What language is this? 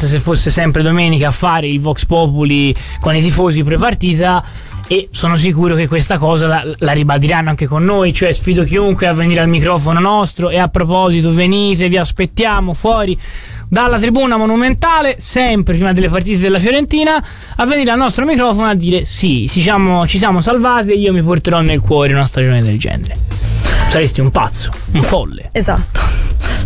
Italian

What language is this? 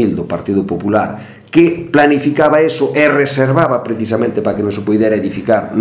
Galician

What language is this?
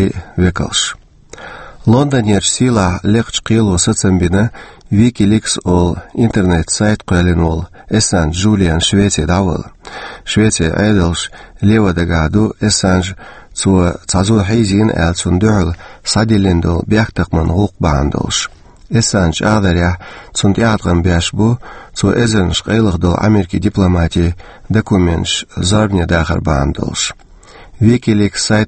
Chechen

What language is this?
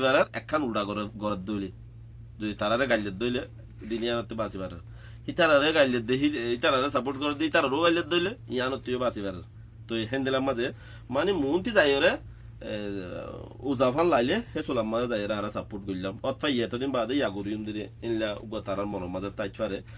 Rohingya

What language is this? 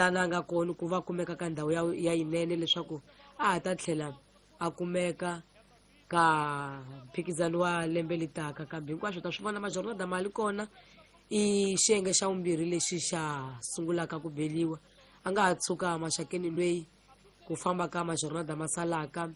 Tsonga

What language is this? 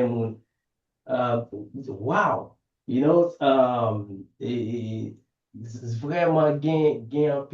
Haitian Creole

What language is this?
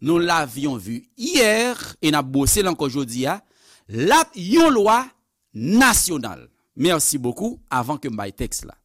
Haitian Creole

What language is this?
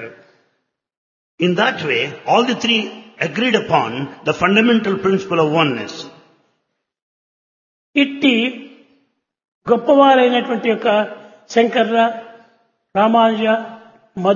Telugu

